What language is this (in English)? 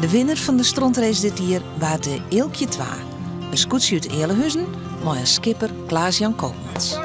Western Frisian